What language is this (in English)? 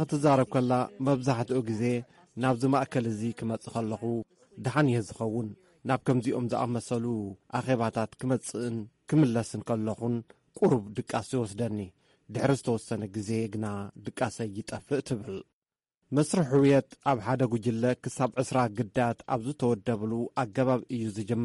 Tigrinya